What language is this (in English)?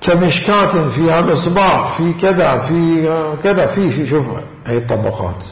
Mesopotamian Arabic